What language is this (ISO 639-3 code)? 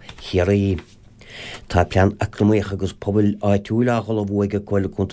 gle